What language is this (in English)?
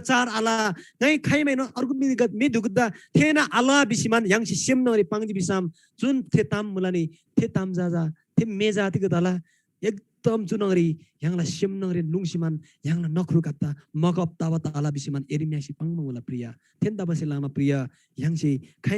Eastern Tamang